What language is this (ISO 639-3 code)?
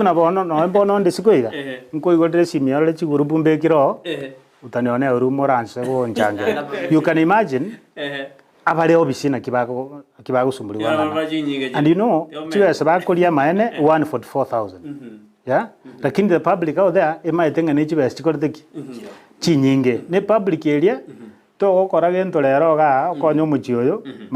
guz